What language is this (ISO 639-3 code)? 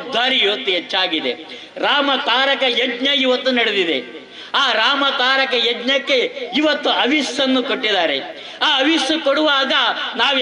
kan